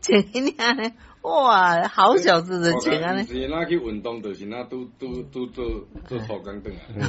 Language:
Min Nan Chinese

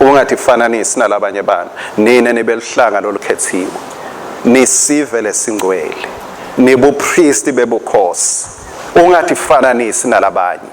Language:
Swati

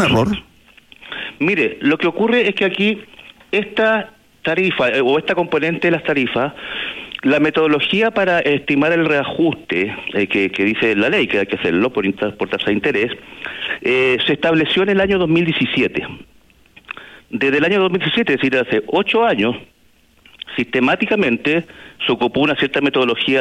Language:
Spanish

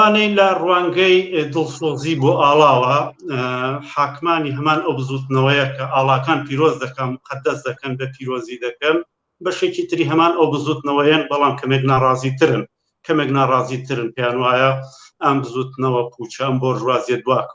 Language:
Central Kurdish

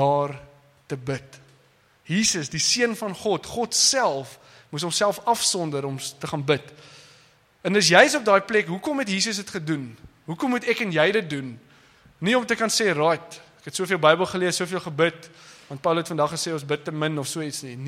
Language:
Afrikaans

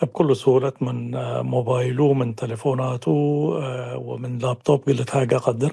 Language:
Tigre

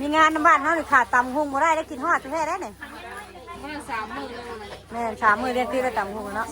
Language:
Northeastern Thai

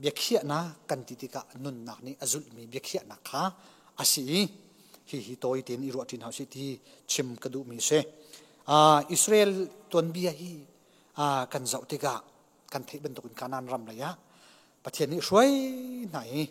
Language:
Hakha Chin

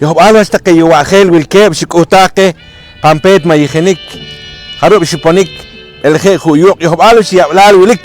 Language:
Poqomchi'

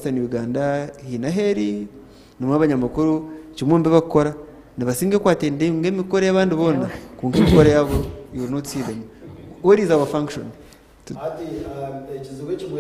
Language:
Nyankole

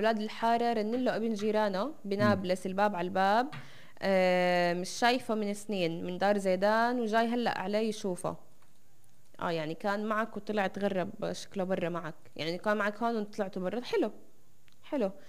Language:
South Levantine Arabic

